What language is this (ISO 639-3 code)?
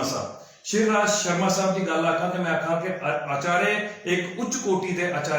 doi